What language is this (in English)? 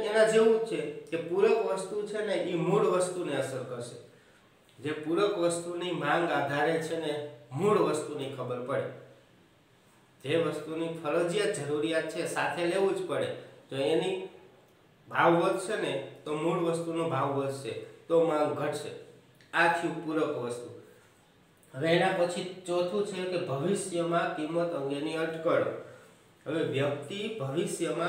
Gujarati